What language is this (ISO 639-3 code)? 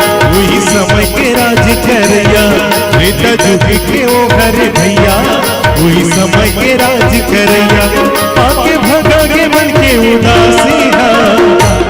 hne